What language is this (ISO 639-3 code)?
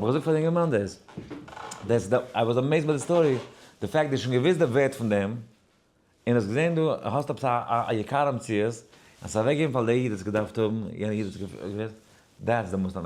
yid